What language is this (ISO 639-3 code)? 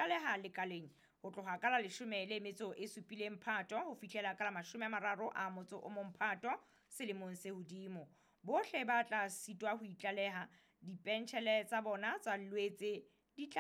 sot